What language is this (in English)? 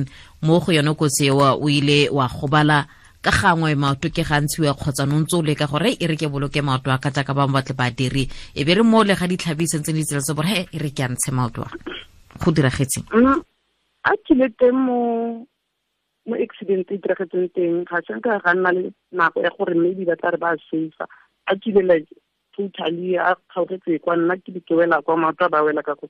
Tswana